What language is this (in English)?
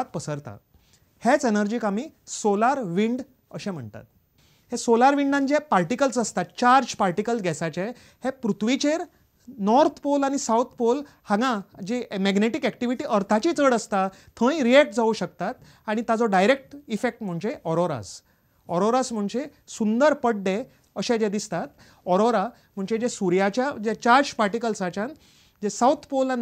Konkani